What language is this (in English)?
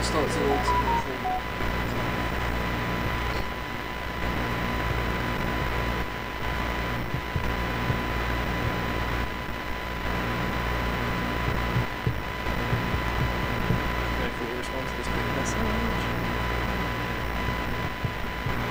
English